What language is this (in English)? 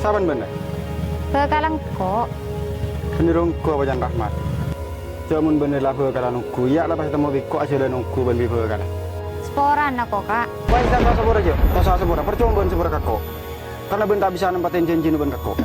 Madurese